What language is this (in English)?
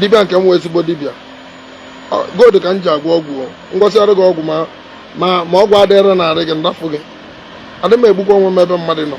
Igbo